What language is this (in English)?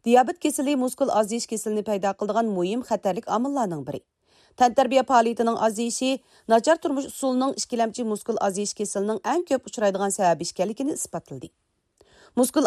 Uyghur